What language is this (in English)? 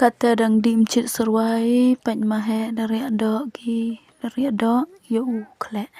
Khasi